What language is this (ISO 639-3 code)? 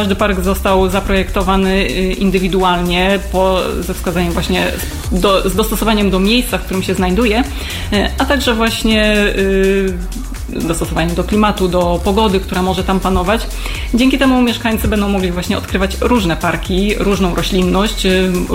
pol